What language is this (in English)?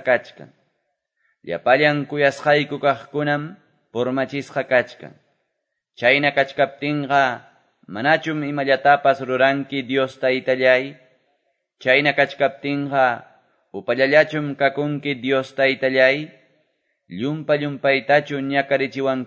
Quechua